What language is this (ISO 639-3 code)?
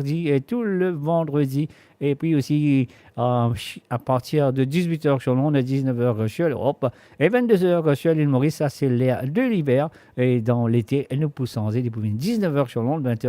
mfe